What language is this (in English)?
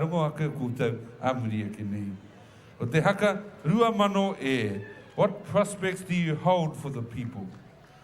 Māori